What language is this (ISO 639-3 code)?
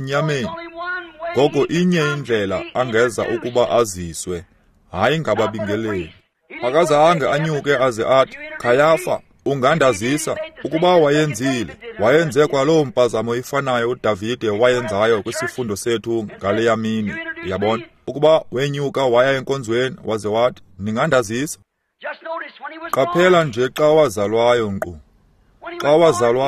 xho